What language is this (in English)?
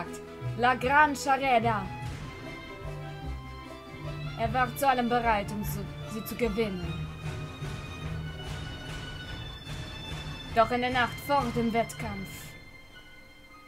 German